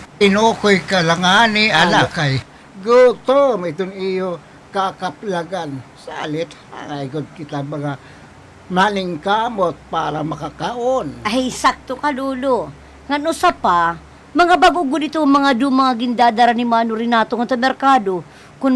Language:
Waray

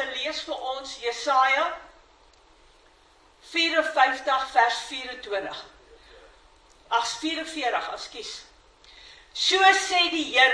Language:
Afrikaans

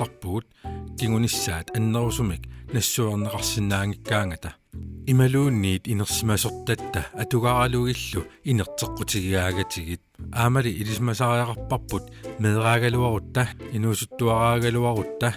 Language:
Kalaallisut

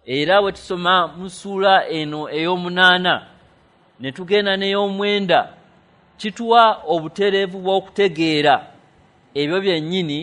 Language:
Ganda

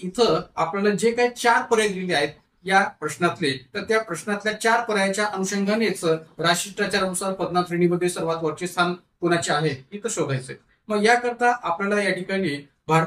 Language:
Marathi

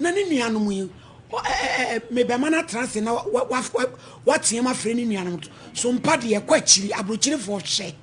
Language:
Akan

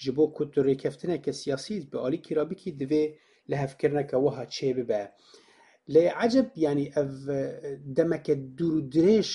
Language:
Kurdish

